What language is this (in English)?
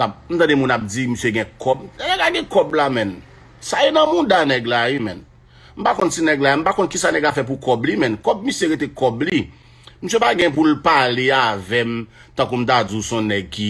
Haitian Creole